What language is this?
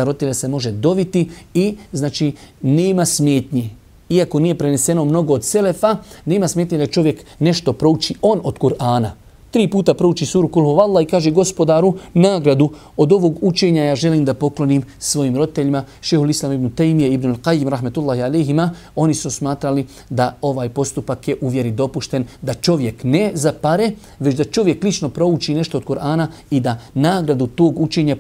Bosnian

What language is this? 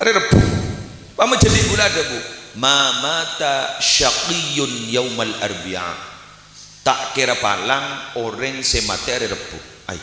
Madurese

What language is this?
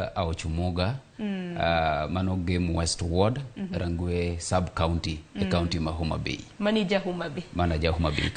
Luo (Kenya and Tanzania)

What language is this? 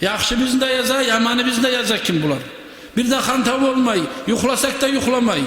Kumyk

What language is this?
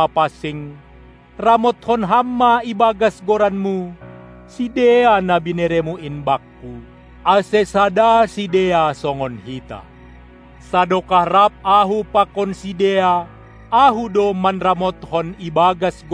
Batak Simalungun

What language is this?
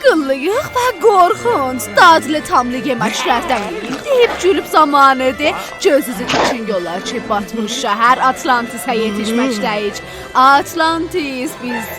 South Azerbaijani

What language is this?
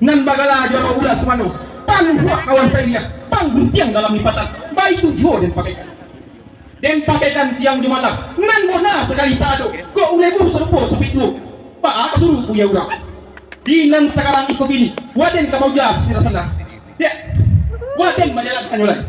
Minangkabau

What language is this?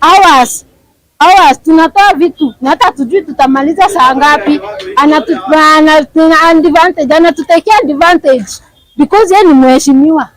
Meru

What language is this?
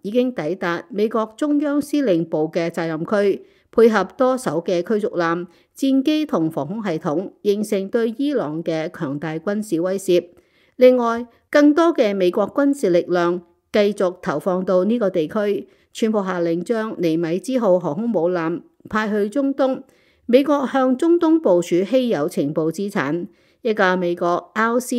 Cantonese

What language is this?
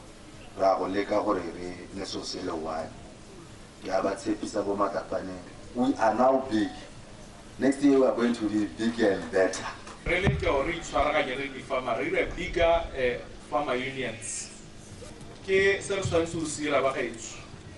Tswana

